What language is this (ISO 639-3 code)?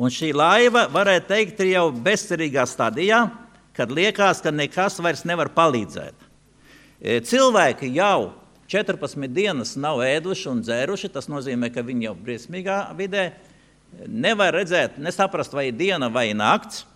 lav